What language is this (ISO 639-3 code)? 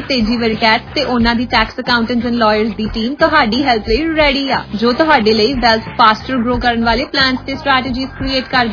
pan